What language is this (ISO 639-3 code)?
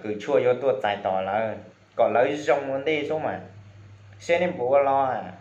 hmn